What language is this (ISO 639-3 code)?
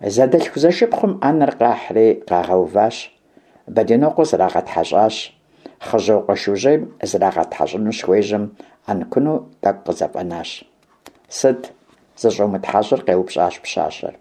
kbd